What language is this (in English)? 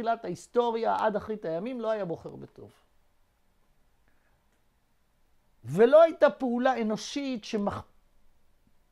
Hebrew